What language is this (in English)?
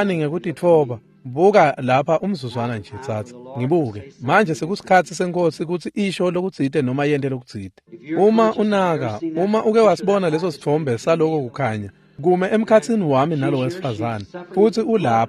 Swati